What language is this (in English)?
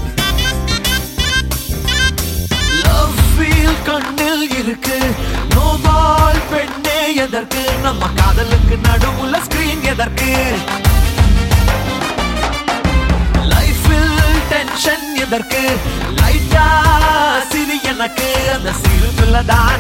Tamil